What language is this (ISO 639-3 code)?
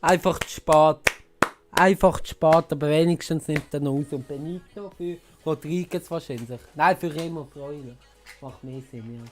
gsw